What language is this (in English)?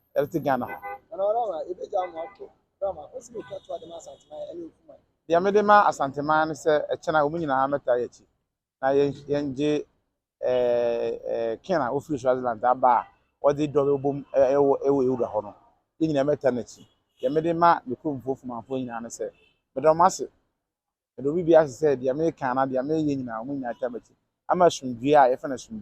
Akan